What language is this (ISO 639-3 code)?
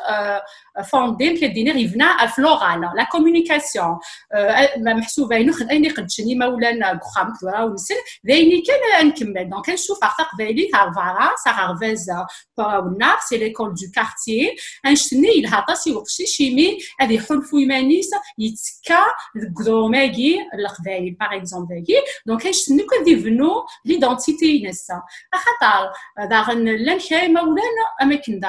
kab